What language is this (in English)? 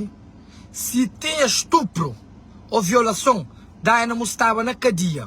Kabuverdianu